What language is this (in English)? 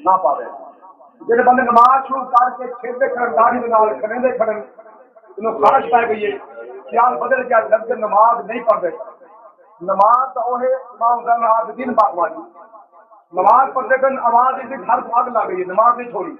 Saraiki